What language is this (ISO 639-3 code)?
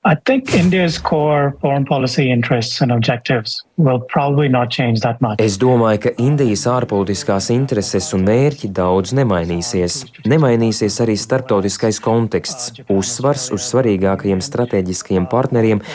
lav